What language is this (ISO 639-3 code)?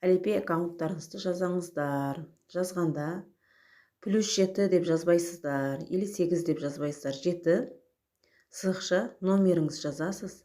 kaz